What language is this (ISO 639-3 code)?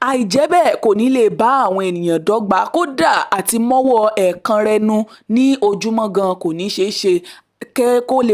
yor